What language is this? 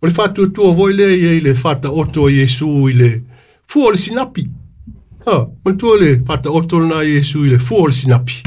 Samoan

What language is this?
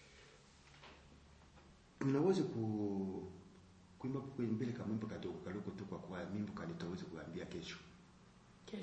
Swahili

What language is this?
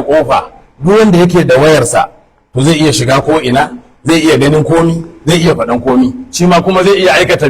Hausa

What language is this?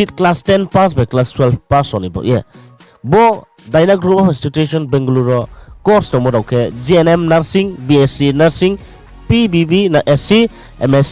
Riang (India)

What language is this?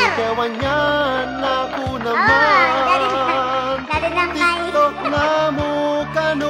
Pampanga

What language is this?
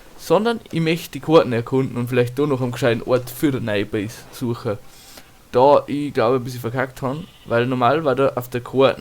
Bavarian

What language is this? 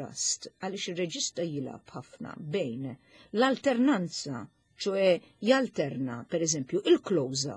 Maltese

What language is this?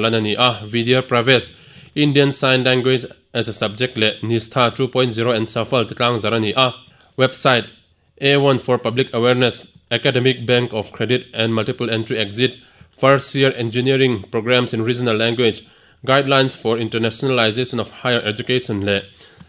Mizo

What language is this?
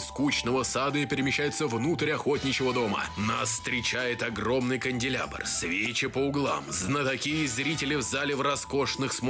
Russian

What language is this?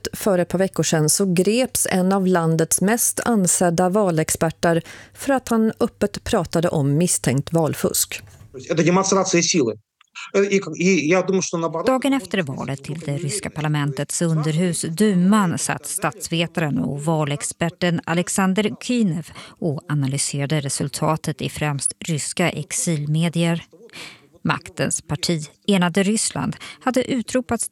Swedish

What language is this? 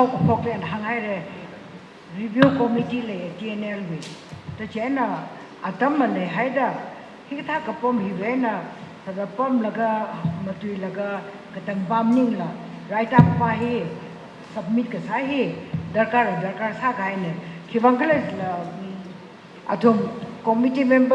Tangkhul Naga (India)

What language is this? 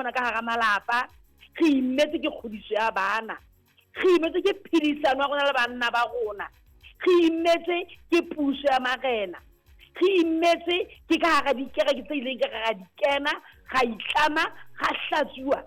Southern Sotho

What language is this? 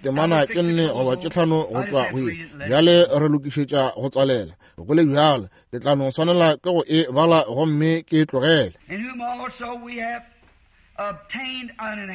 Northern Sotho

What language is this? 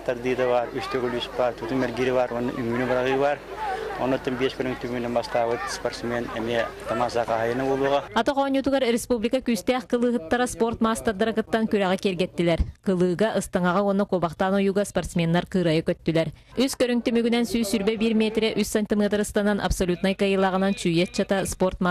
Yakut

